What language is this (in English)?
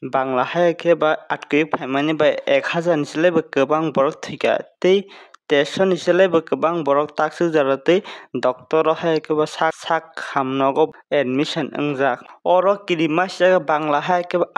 Kok Borok